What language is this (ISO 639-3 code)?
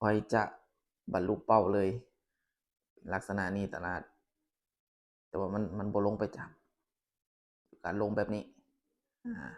lao